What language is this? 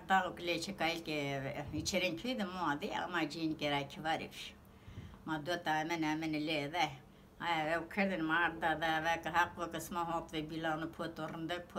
Zaza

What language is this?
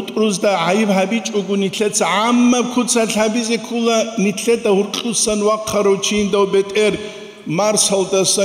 Avaric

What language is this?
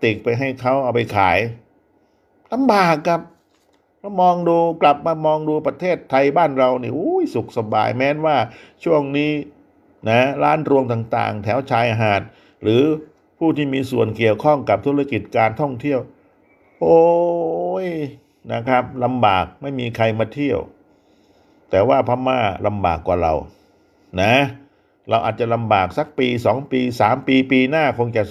Thai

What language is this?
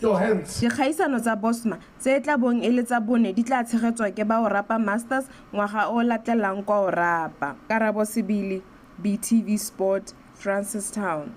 Tswana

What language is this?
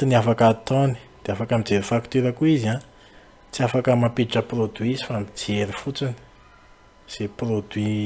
Malagasy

